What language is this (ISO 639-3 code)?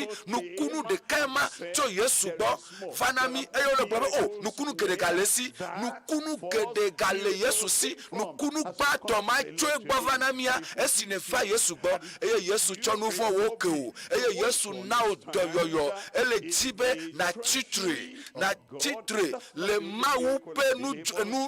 ewe